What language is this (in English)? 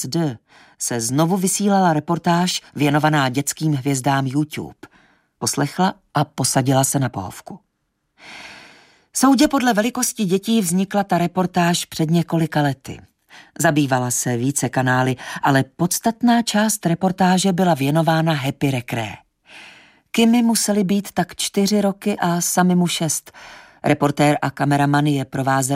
Czech